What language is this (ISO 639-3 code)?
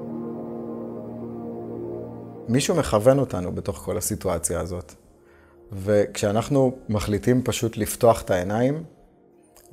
heb